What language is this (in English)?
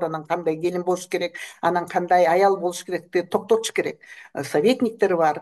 Kyrgyz